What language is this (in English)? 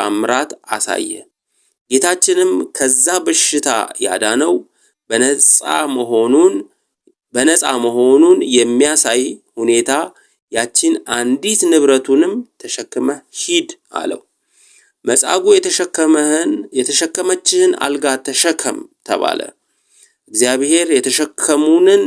Amharic